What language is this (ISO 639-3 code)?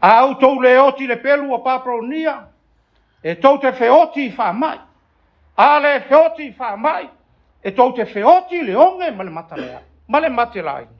smo